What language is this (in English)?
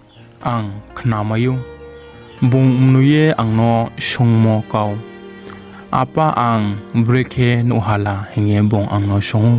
Riang (India)